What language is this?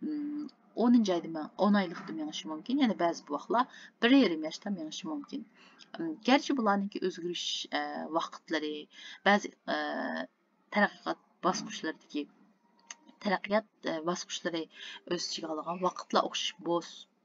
Uyghur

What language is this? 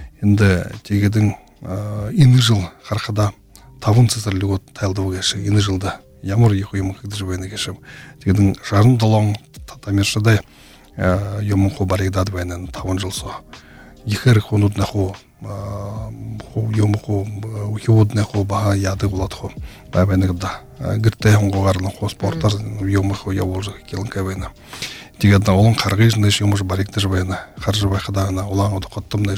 Buriat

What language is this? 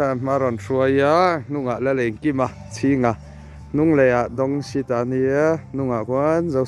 Mizo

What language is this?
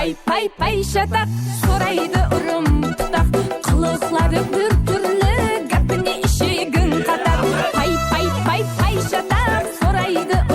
Kara-Kalpak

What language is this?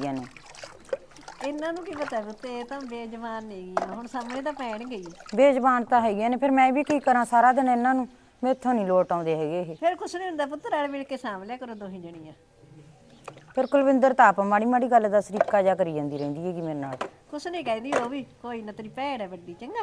Punjabi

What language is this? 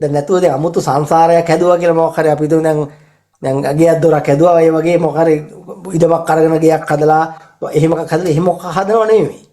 Sinhala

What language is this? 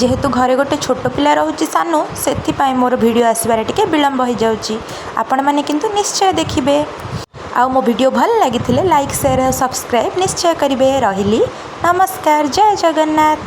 Odia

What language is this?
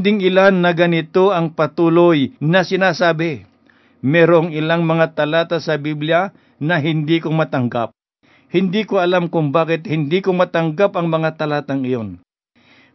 Filipino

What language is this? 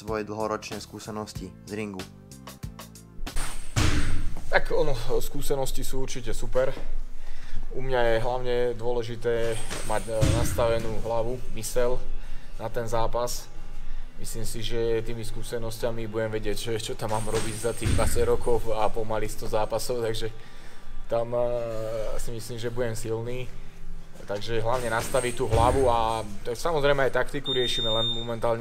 Slovak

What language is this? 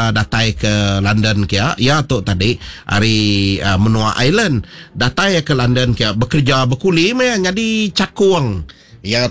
Iban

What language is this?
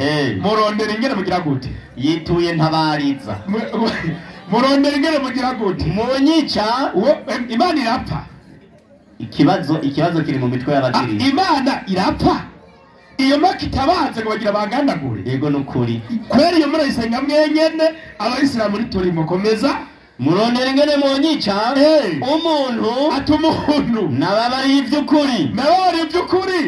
Rundi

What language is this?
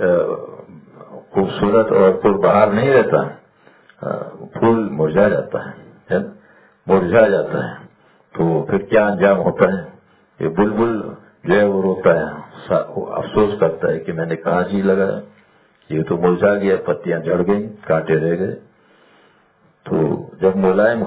Urdu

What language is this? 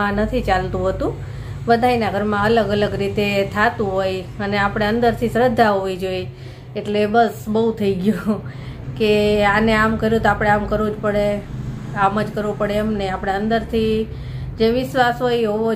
Gujarati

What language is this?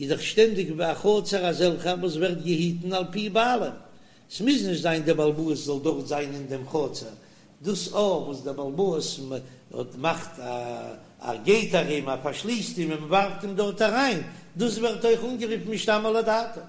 Yiddish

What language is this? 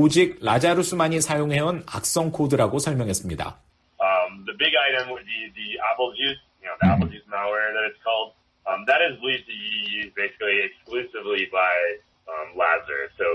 Korean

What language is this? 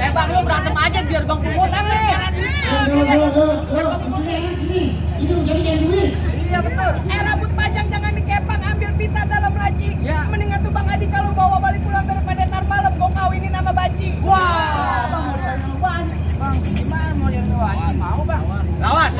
Betawi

